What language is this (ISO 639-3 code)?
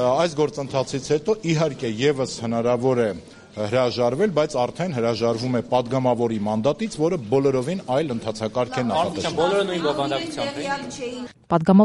hye